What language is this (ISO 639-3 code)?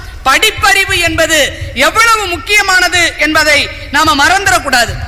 tam